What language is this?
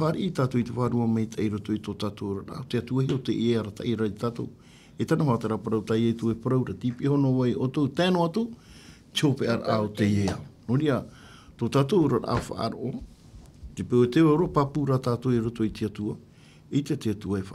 Tahitian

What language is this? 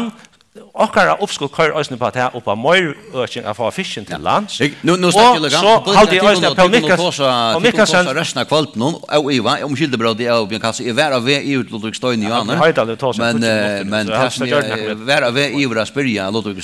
Faroese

